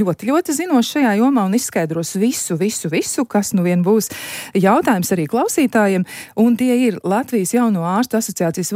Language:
Latvian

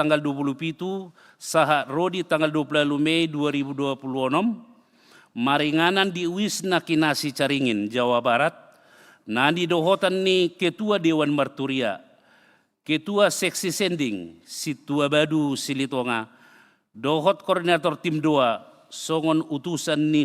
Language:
Batak Toba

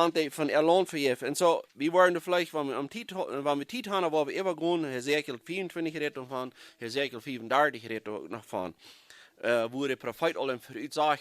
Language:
Plautdietsch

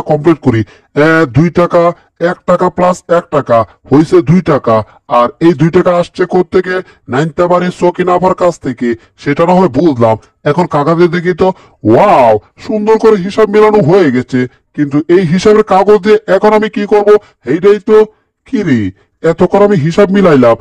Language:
Bangla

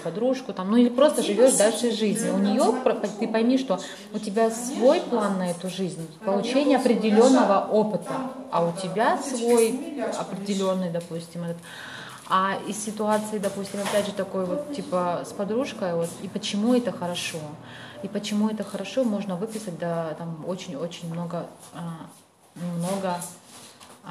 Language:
Russian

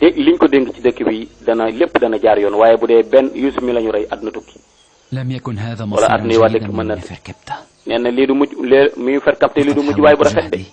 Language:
Wolof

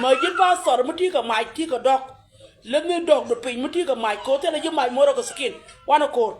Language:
Nuer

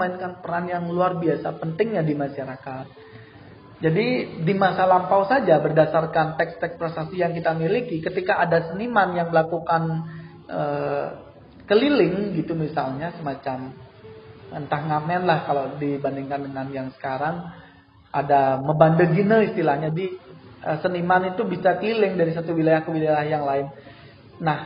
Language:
Indonesian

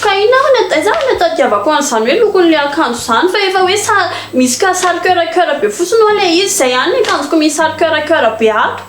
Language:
Malagasy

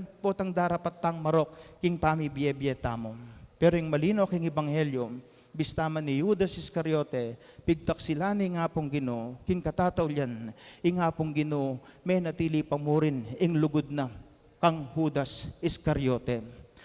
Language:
Pampanga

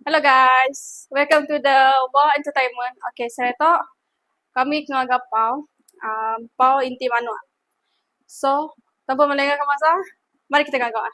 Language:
Iban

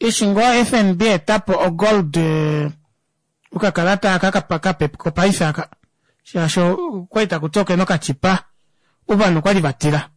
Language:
Kuanyama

